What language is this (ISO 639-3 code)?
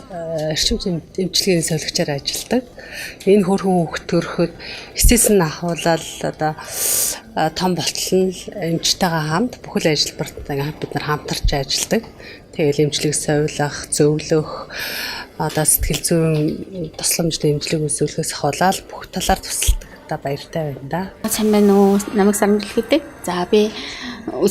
mon